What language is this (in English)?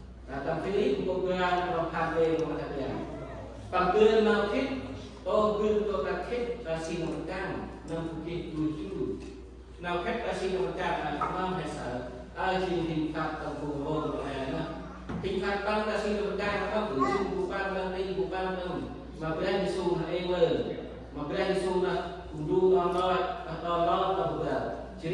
Central Mnong